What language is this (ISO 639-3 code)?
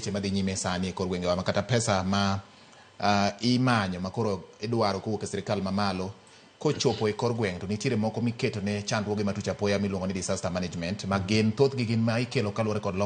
luo